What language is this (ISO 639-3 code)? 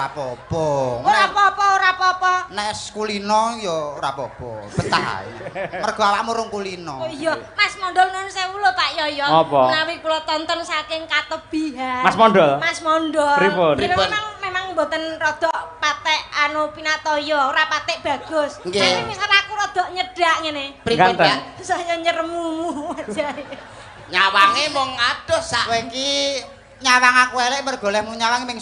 jav